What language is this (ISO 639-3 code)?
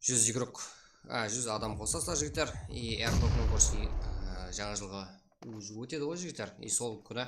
kaa